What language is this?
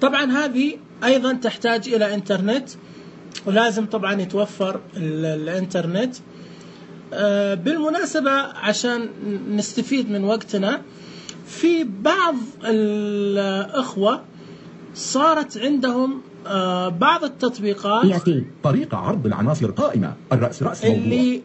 Najdi Arabic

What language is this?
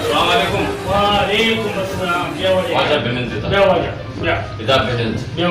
Baluchi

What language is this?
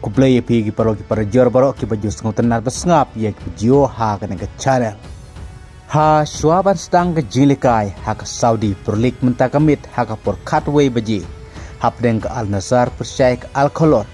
Khasi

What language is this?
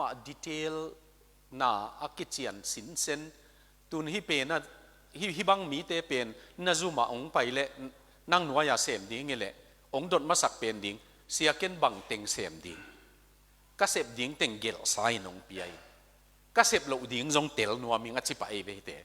Tedim Chin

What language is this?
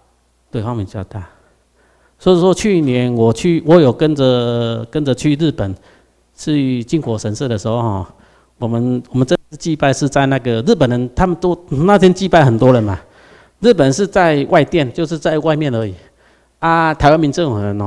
Chinese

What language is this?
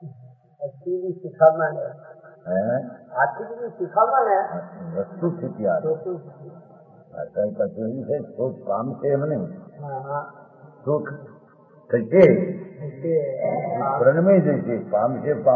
Gujarati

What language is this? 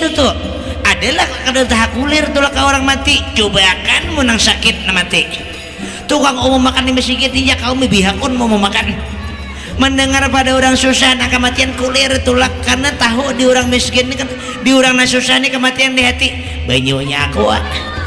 Banjar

